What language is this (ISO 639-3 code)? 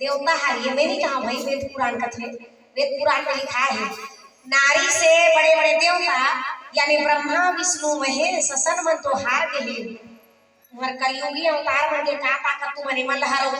hne